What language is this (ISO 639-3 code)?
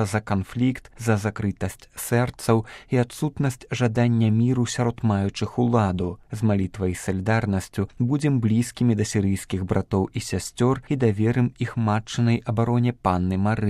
bel